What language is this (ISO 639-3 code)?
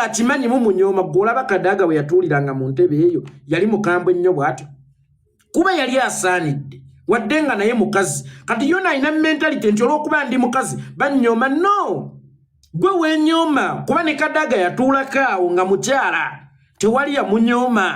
lug